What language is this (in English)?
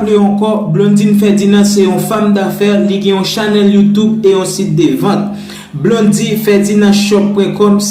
Haitian Creole